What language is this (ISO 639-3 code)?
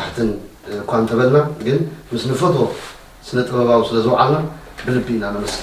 tir